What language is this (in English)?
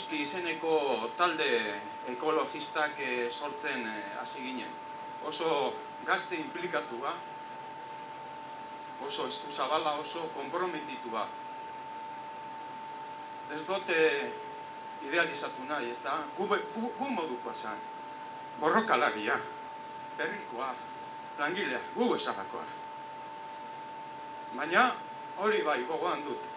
Basque